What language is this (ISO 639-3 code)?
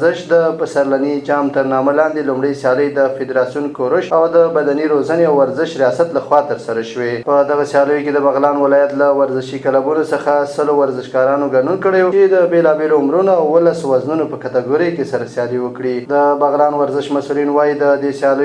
pus